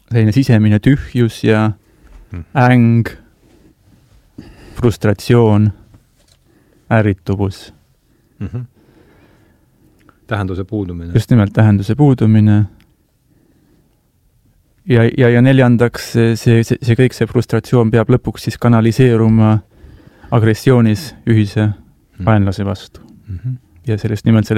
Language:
Estonian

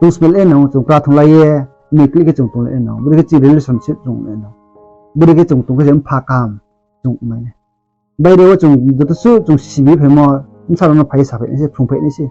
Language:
Riang (India)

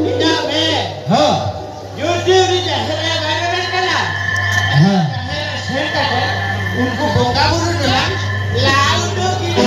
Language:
Santali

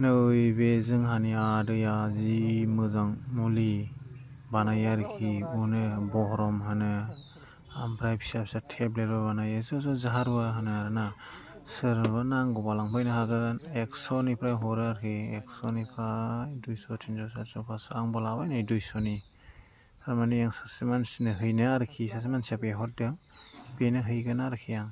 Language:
Bodo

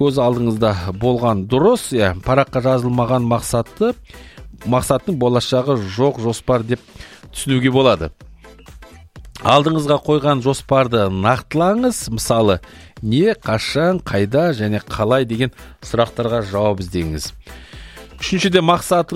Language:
Kazakh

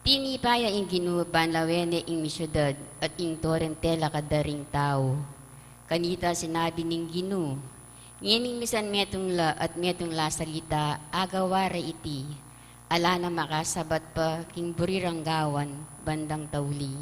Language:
Pampanga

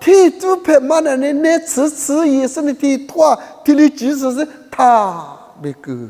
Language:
Lisu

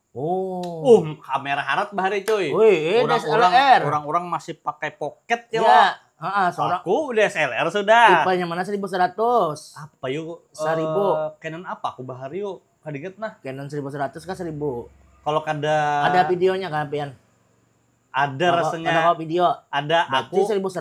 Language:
Banjar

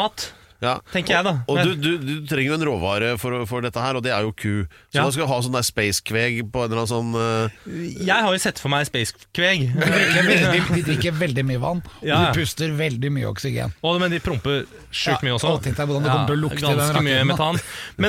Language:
Norwegian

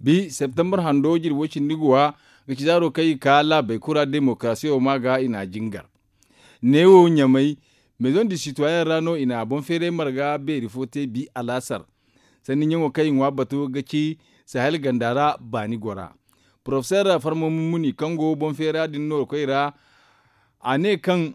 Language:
Zarma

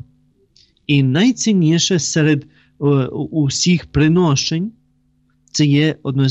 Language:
Ukrainian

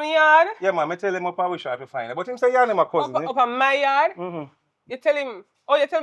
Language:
Jamaican Creole English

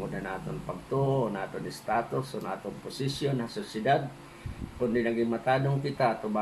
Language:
Waray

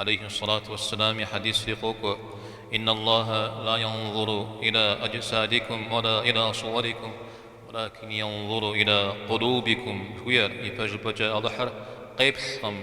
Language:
Kabardian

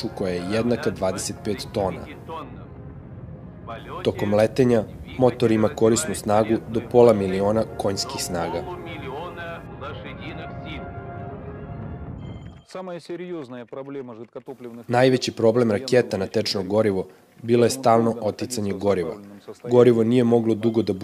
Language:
Serbian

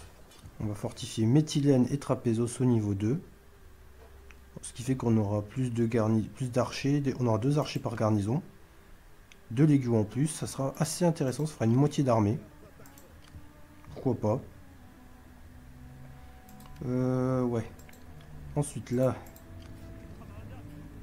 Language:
French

